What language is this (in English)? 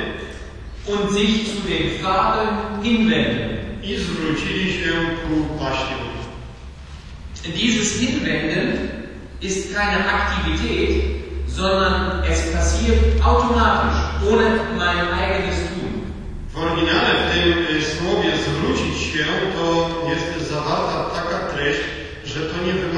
Polish